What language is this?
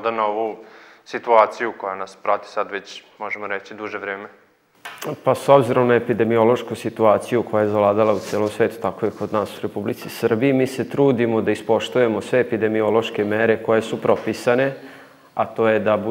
Serbian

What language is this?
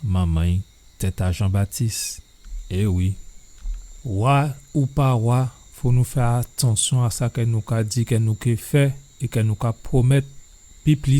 Guadeloupean Creole French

